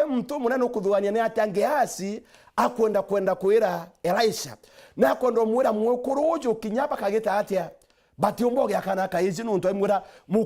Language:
Meru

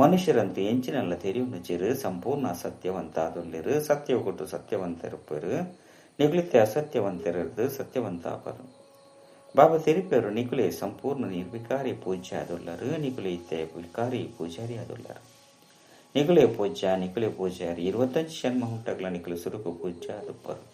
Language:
Tulu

